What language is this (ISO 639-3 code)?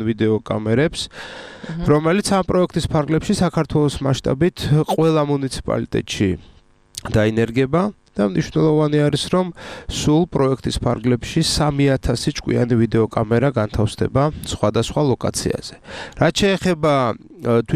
kat